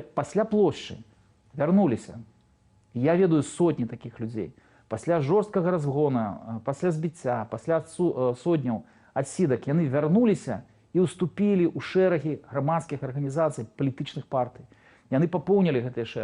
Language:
Belarusian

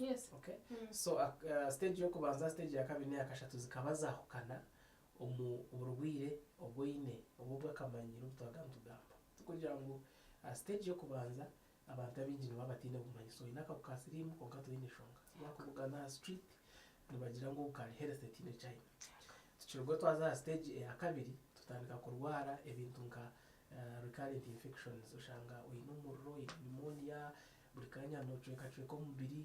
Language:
Nyankole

